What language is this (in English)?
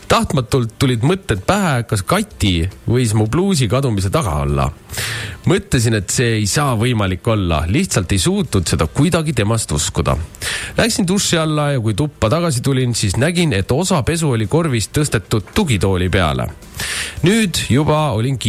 Estonian